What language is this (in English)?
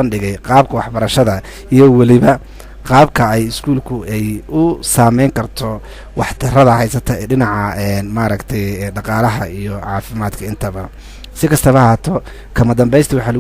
Somali